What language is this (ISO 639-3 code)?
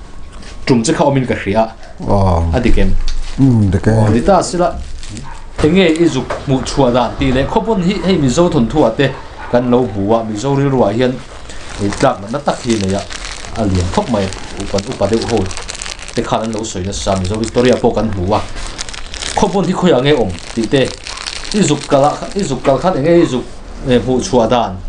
lus